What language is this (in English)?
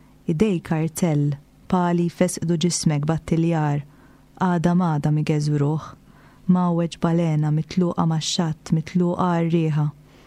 Maltese